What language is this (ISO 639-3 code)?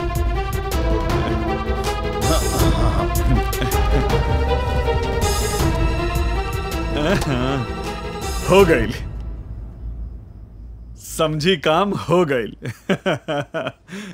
bho